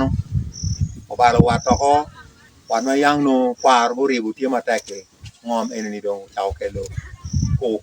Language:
Acoli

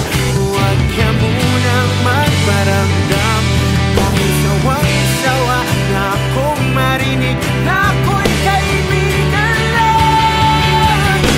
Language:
Filipino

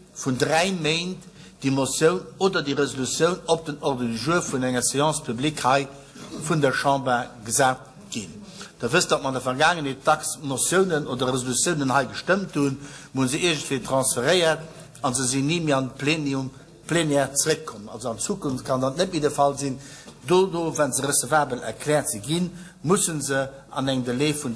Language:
Luxembourgish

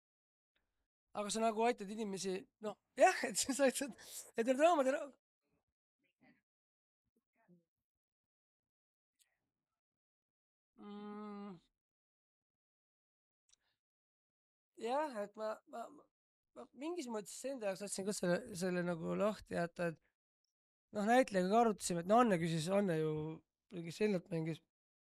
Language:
Estonian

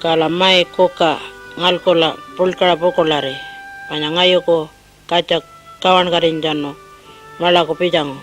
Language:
Pitjantjatjara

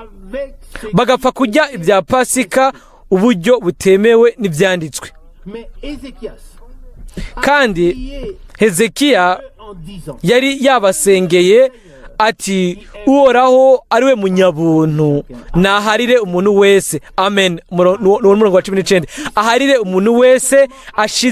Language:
Rundi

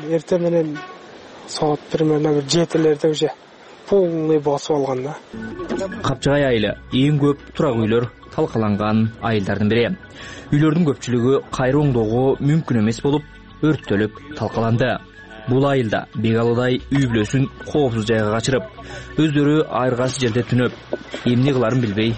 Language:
Kyrgyz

